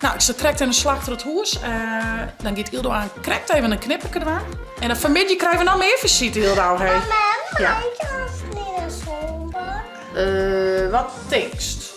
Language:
Western Frisian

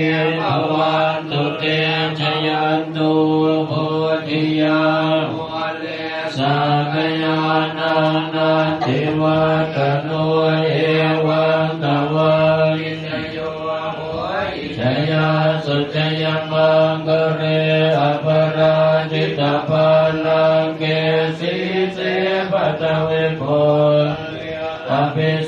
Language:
Pali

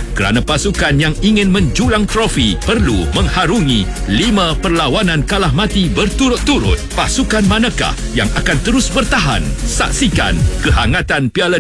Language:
Malay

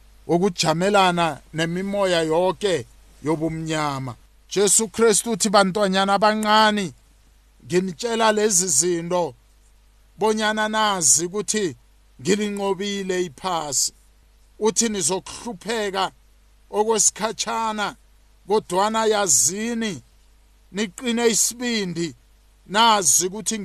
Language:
South Ndebele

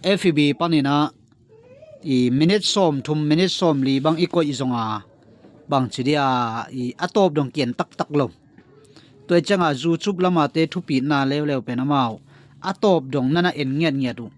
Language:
Tedim Chin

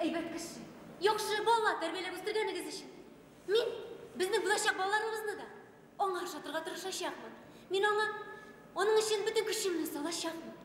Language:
Bashkir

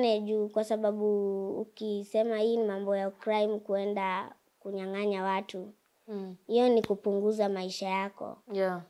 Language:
Swahili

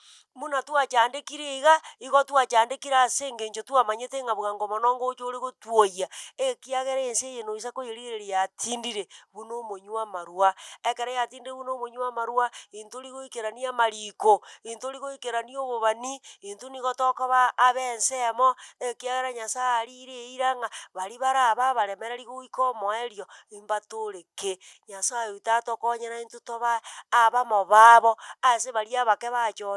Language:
Gusii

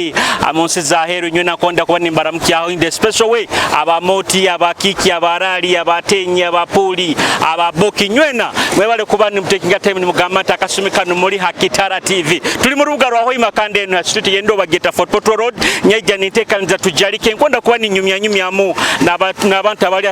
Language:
Nyoro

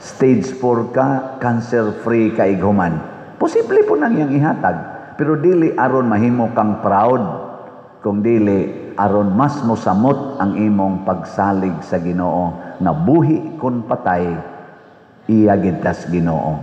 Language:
Cebuano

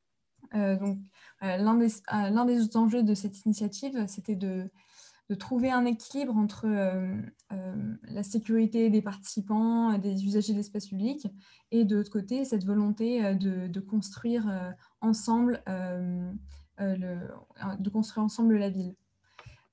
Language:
French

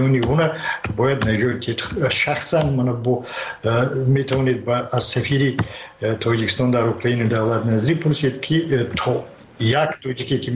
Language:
Persian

